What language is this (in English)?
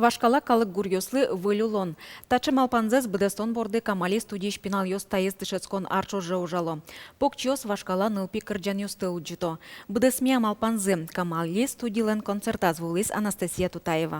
Udmurt